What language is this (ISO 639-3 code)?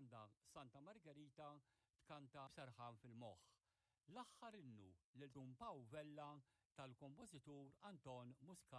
mlt